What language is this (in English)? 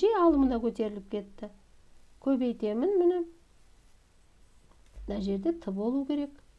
Kazakh